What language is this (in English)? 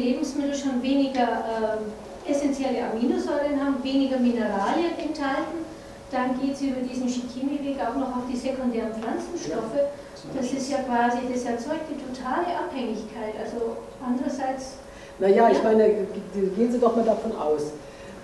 German